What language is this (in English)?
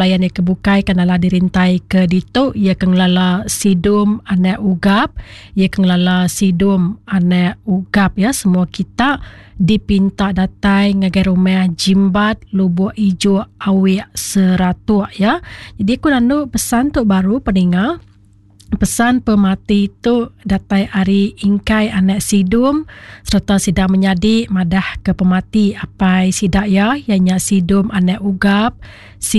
Iban